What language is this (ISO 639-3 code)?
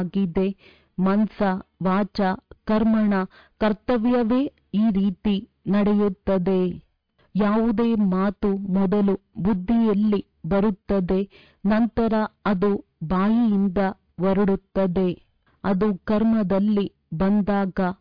kan